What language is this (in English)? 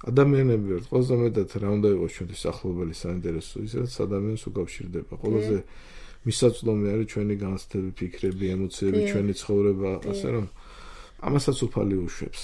Georgian